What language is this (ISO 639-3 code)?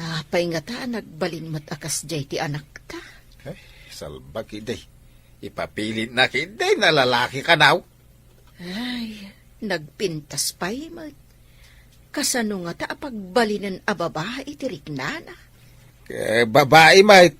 ilo